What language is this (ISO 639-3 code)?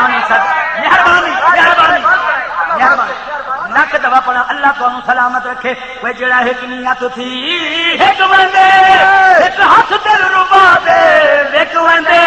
skr